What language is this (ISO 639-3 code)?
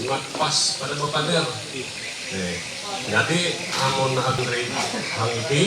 mhy